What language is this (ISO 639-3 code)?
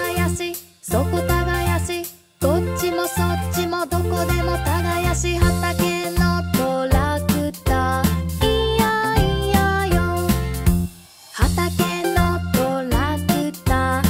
jpn